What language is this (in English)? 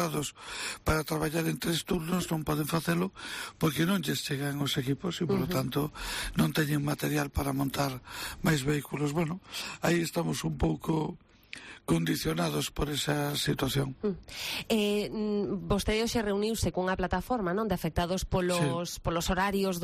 Galician